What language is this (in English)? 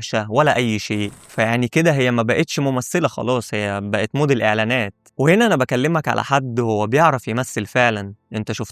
Egyptian Arabic